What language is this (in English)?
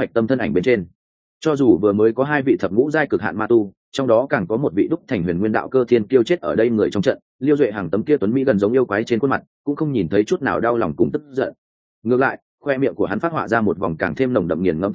Vietnamese